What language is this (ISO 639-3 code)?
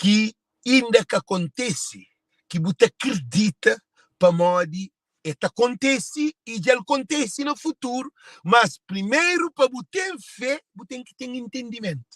kea